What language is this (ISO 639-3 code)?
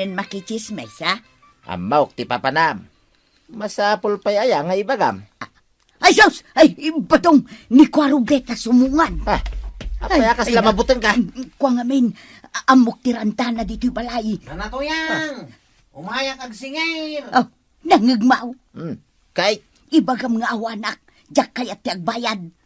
ilo